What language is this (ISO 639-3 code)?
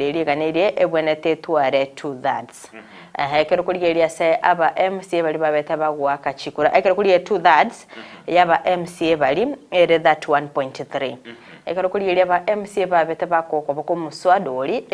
guz